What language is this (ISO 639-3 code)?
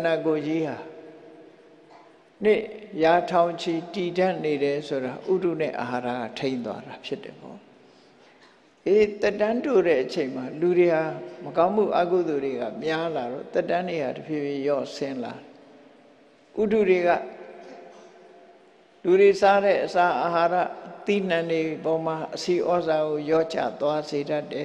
mya